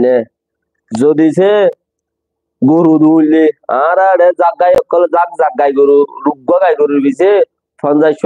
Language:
Rohingya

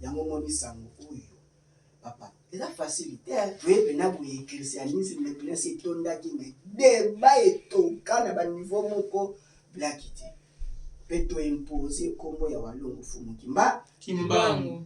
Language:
Lingala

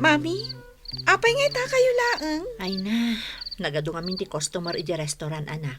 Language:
Iloko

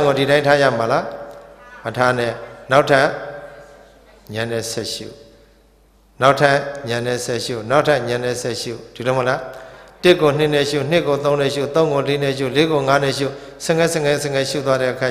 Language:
Burmese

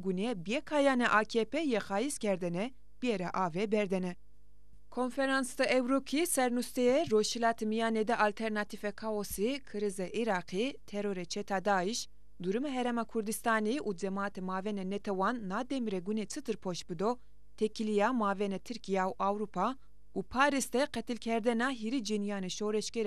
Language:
Zaza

